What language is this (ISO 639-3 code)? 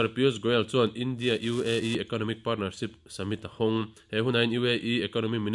lus